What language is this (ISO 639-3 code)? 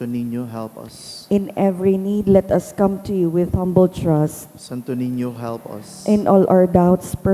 bik